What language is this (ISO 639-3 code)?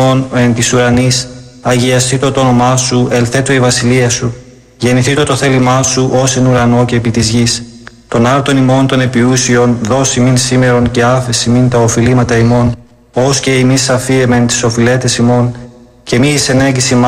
ell